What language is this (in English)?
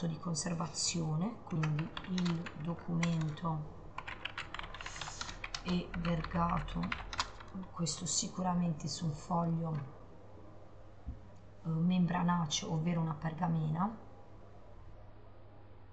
Italian